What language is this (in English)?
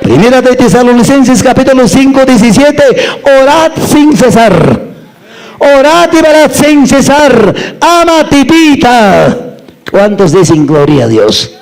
Quechua